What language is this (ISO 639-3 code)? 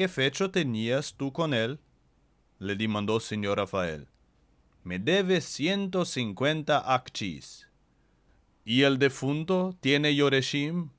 lad